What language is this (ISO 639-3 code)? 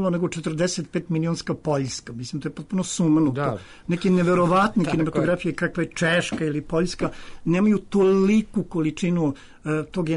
srp